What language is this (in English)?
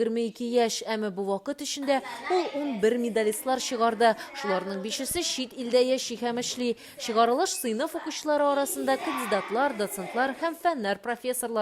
Tatar